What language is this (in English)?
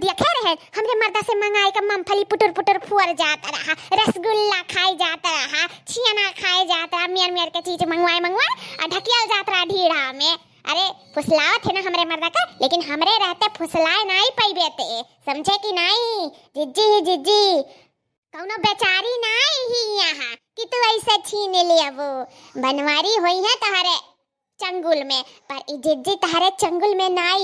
Awadhi